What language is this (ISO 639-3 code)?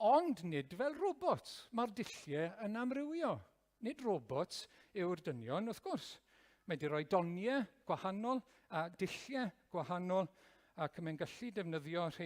cym